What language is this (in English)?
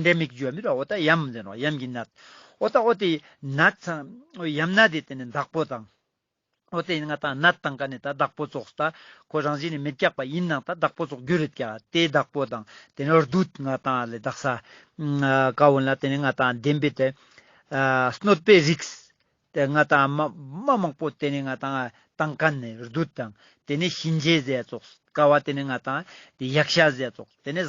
Ladakhi